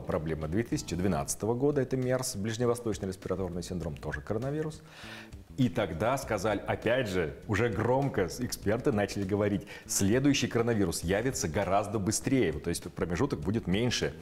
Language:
Russian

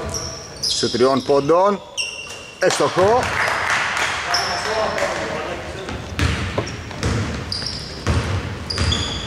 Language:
Greek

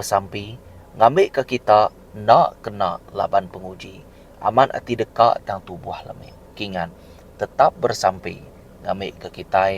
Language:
Iban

